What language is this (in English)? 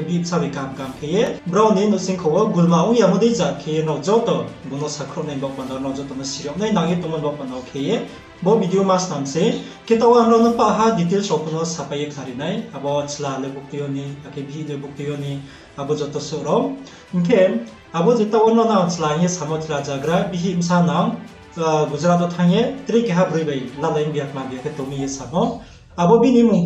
Riang (India)